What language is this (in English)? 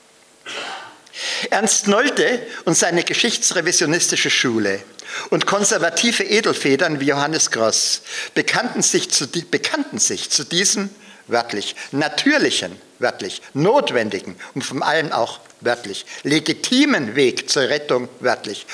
German